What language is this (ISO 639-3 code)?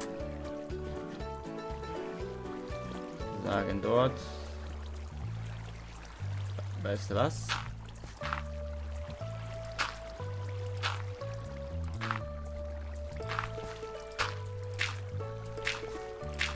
deu